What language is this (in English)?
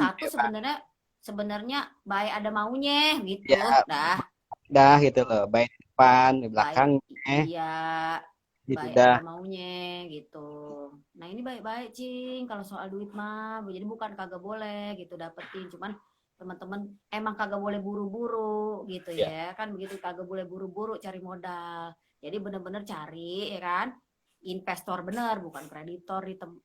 Betawi